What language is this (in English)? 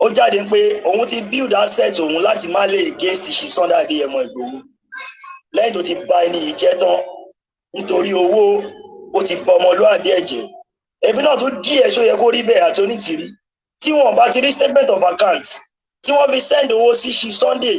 Yoruba